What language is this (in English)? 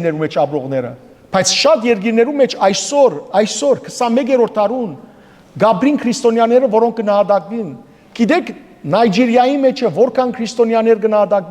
Western Armenian